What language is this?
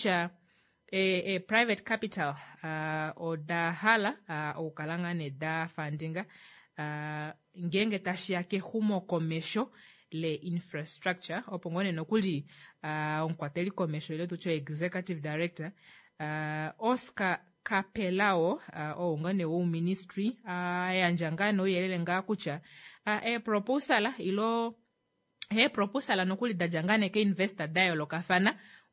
Kuanyama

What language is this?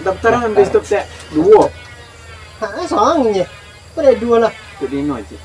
Minangkabau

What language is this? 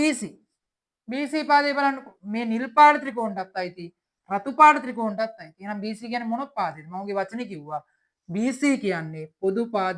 Sinhala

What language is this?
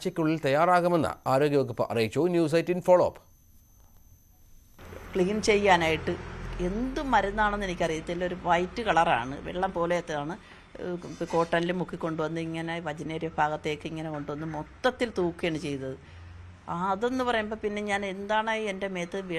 Malayalam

